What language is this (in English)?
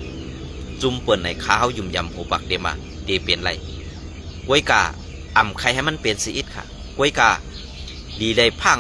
Shan